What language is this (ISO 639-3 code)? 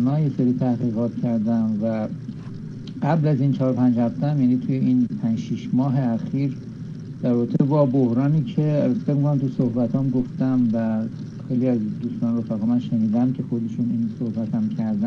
fas